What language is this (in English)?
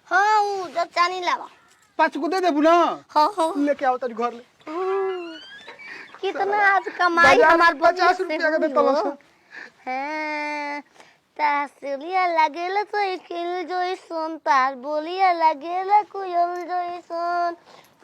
Bhojpuri